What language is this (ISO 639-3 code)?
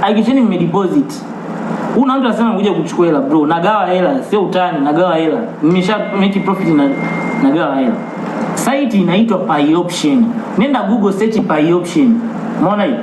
swa